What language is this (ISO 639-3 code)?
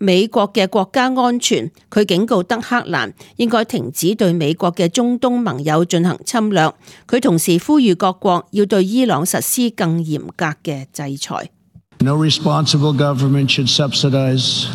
yue